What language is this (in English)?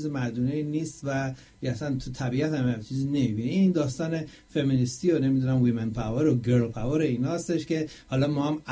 Persian